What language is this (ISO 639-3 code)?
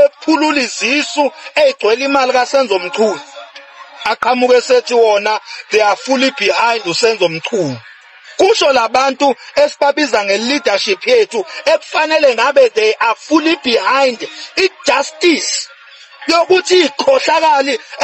zul